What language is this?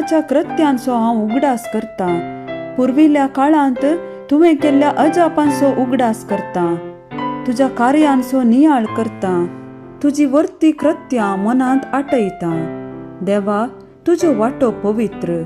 Konkani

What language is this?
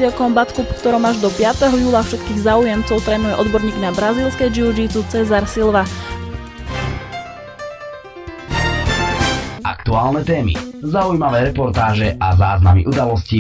Slovak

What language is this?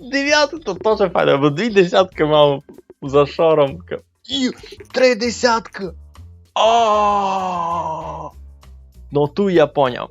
Rusyn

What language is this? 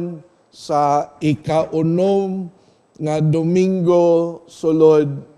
Cebuano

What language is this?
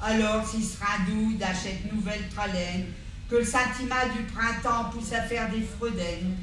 Picard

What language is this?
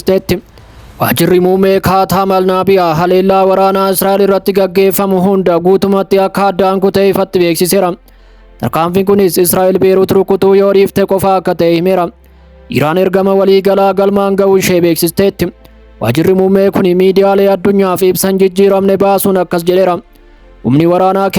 Oromo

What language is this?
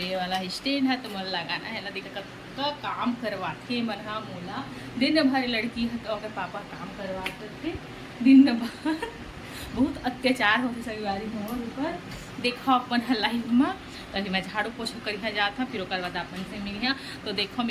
Chhattisgarhi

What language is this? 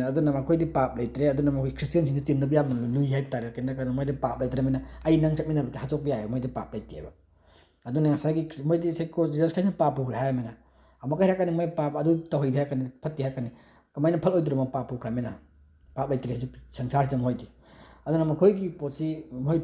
Manipuri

